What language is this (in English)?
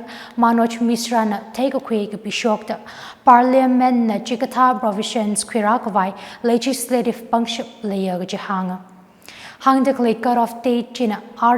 Tangkhul Naga (India)